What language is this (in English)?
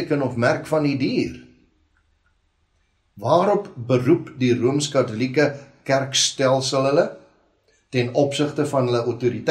Afrikaans